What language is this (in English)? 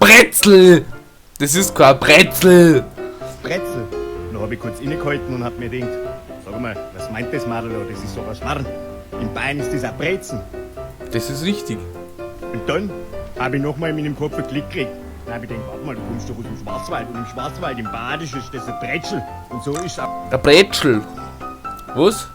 Bavarian